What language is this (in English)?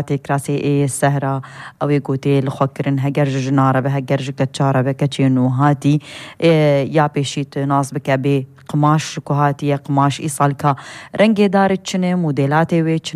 Kurdish